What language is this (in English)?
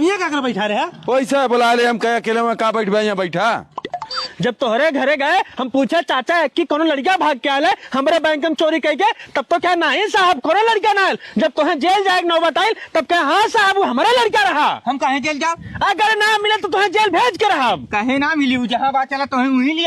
Awadhi